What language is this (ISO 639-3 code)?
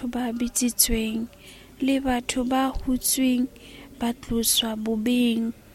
sot